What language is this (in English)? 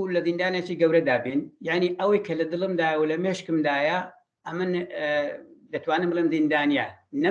Central Kurdish